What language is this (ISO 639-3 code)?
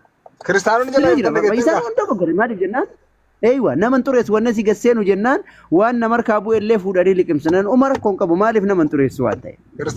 orm